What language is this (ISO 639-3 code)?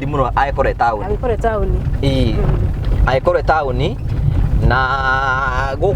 kik